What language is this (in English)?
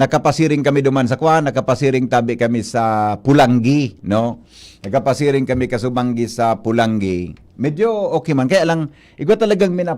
Bikol